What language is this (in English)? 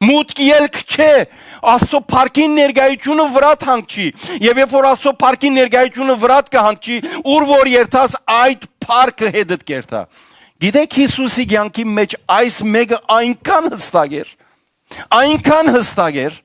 Western Armenian